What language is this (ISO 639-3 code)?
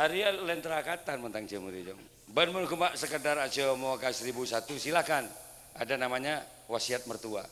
mad